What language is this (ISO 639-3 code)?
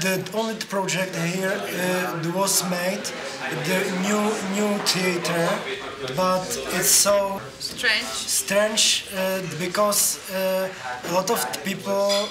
fry